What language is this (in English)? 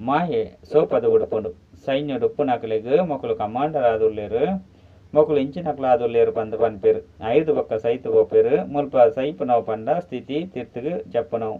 Tulu